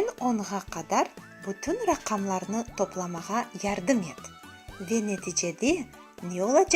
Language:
Crimean Tatar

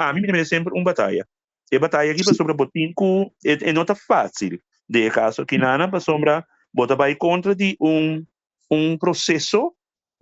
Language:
Papiamento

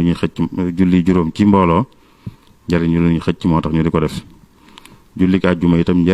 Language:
Wolof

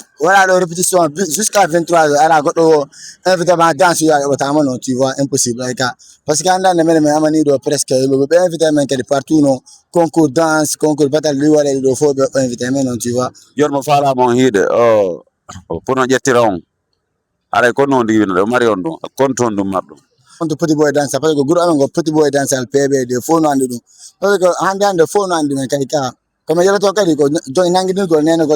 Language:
Fula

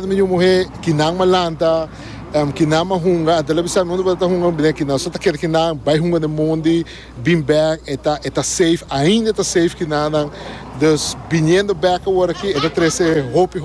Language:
Papiamento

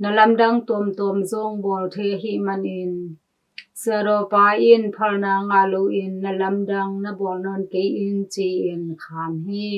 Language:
Tedim Chin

